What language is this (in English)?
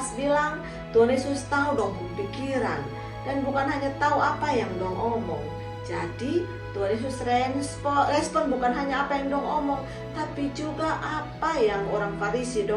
Kupang Malay